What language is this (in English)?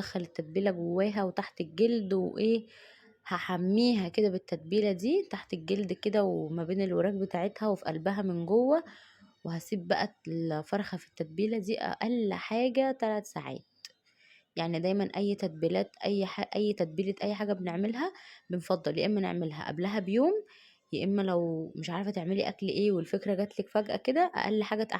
Egyptian Arabic